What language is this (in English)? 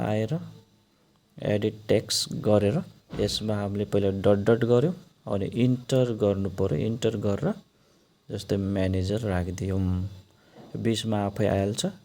Nepali